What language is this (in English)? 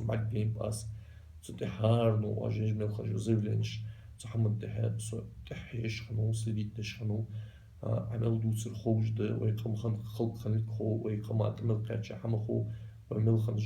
Ingush